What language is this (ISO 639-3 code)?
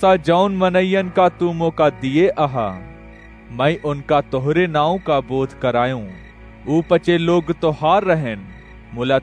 awa